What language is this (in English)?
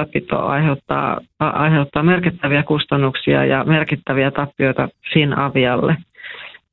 Finnish